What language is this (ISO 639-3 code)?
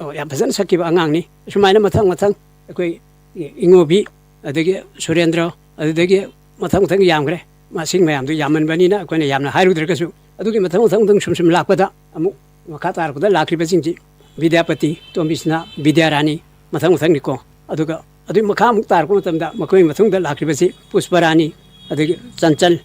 mni